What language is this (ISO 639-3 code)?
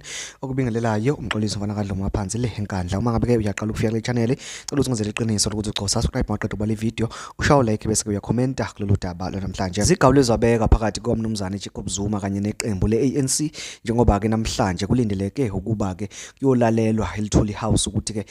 zul